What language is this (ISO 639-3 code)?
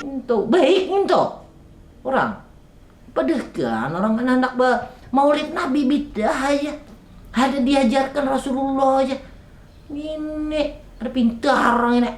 bjn